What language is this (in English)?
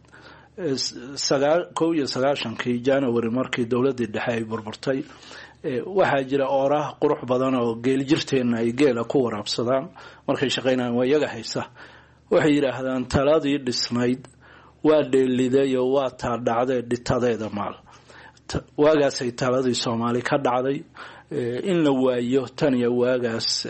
Somali